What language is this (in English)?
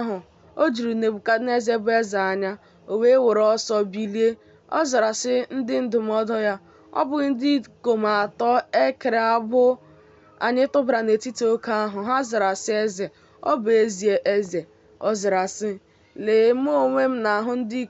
Igbo